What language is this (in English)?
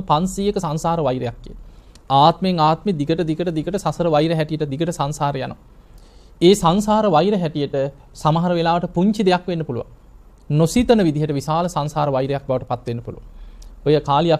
Sinhala